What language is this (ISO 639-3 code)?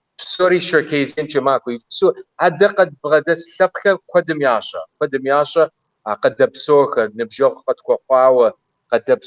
kbd